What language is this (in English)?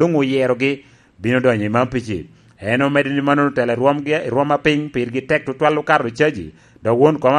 Lango (Uganda)